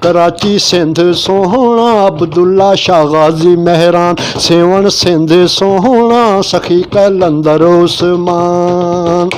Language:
Saraiki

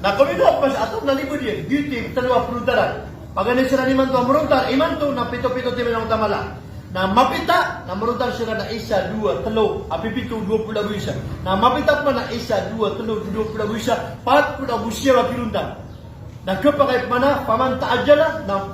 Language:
Maranao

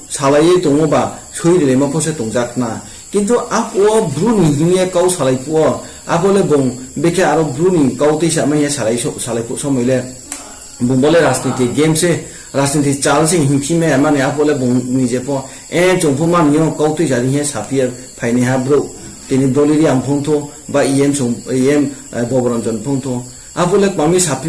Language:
Riang (India)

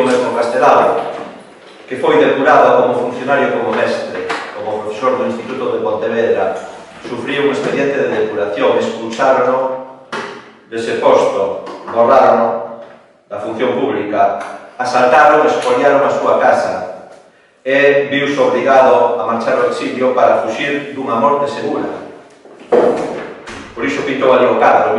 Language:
Galician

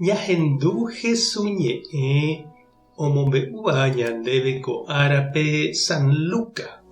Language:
Guarani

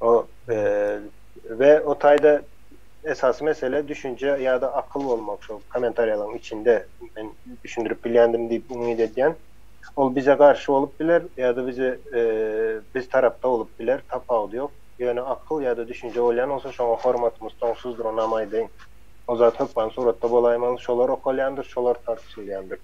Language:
Turkmen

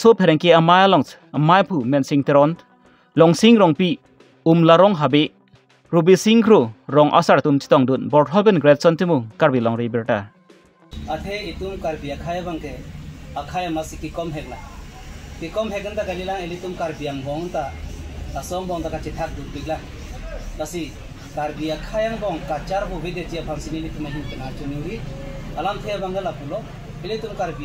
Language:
Karbi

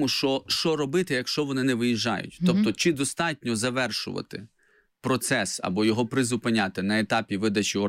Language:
Ukrainian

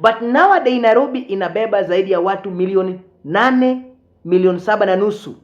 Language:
Swahili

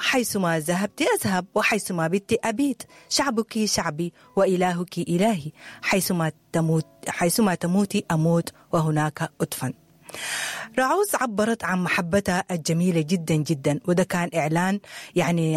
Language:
Sudanese Arabic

